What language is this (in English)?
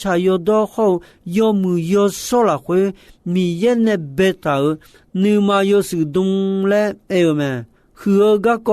Akha